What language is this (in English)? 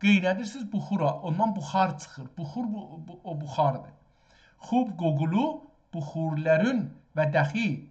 South Azerbaijani